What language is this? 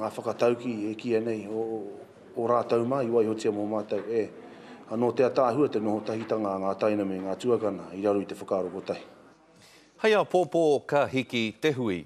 Māori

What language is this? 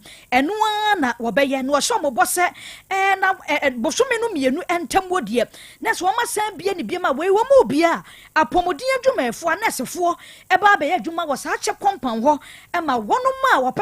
Akan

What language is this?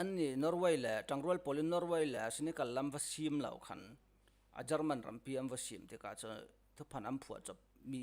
Falam Chin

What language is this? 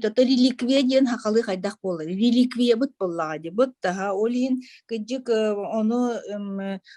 Yakut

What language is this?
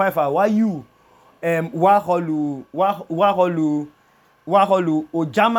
Idoma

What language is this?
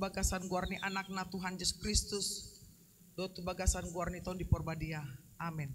Batak Toba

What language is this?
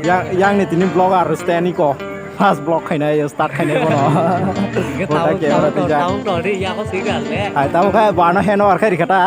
Kok Borok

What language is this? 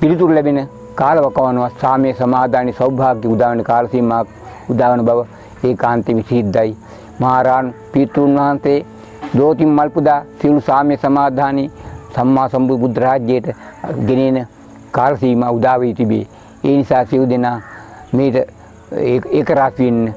Sinhala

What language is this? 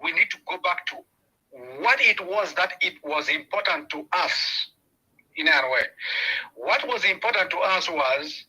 Acoli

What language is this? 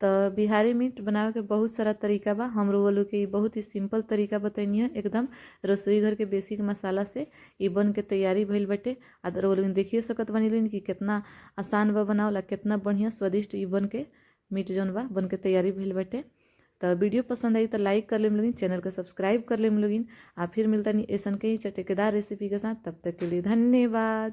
Bhojpuri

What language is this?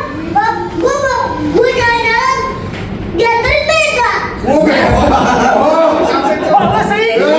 Betawi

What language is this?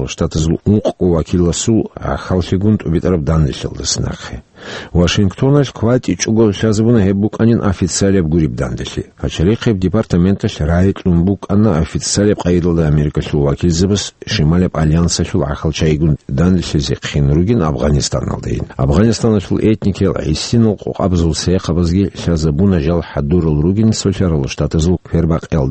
Avaric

